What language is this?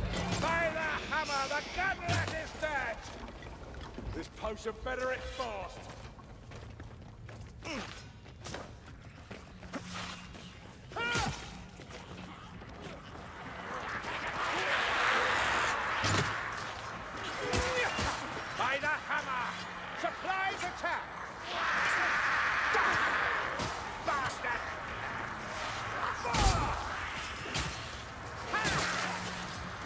English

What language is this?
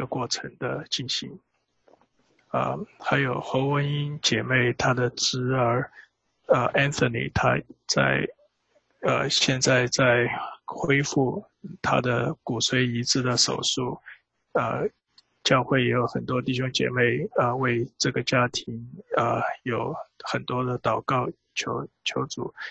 Chinese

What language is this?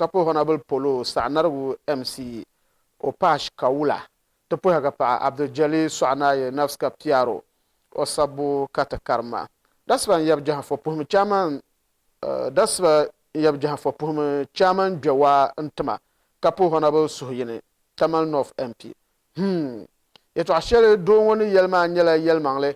Dagbani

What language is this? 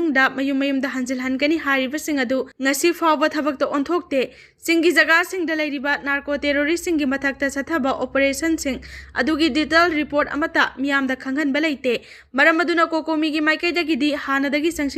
Manipuri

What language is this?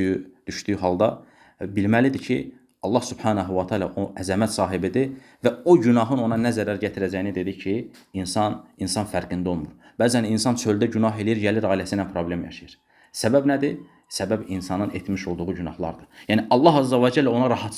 Azerbaijani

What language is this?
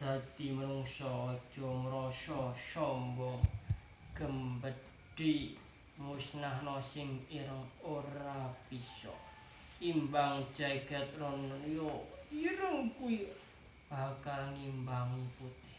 Javanese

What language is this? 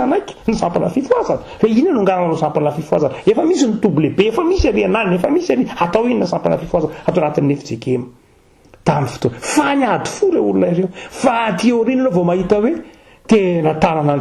Malagasy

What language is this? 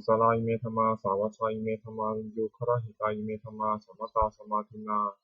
Pali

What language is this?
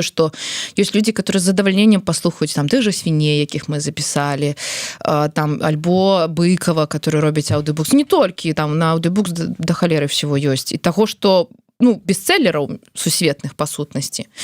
Belarusian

